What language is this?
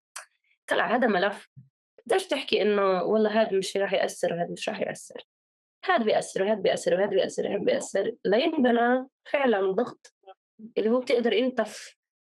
North Levantine Arabic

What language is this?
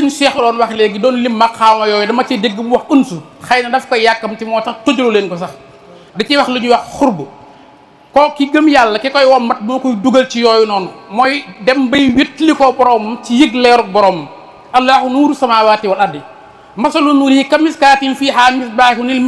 Wolof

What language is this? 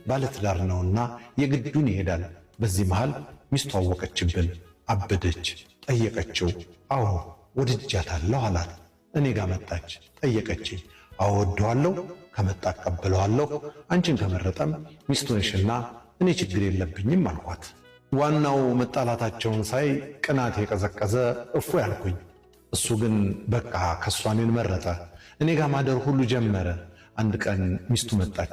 Amharic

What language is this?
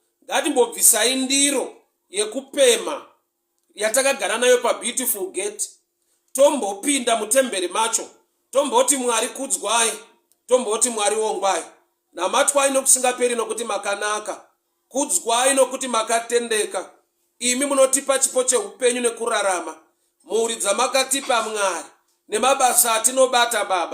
Shona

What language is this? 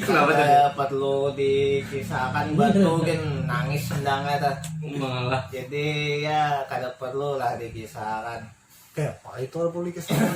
Banjar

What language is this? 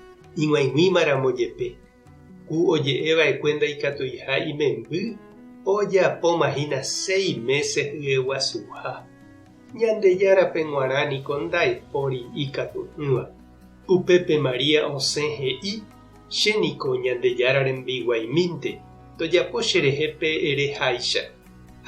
Guarani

